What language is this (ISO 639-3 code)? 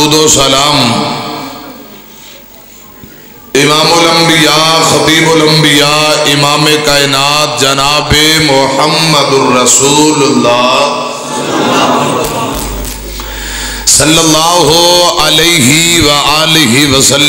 urd